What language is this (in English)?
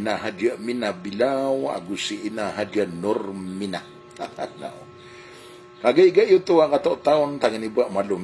Maranao